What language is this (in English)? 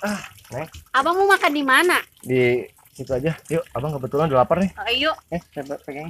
Betawi